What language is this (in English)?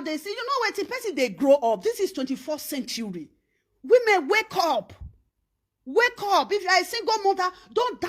Nigerian Pidgin